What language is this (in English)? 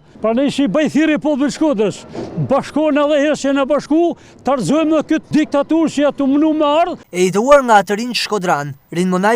Albanian